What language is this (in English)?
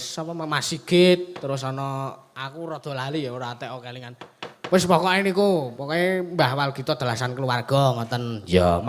Javanese